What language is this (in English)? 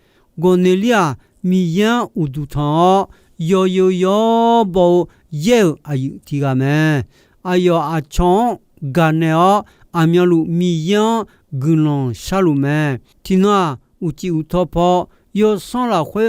Akha